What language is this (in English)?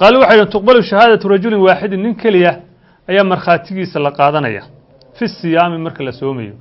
Somali